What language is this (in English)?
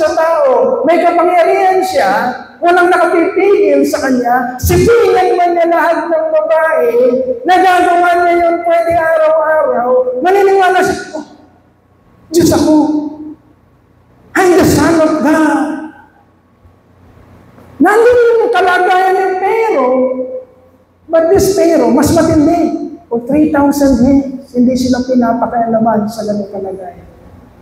Filipino